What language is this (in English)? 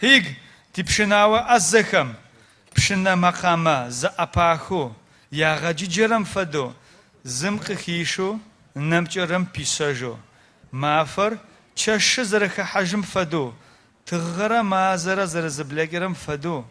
Adyghe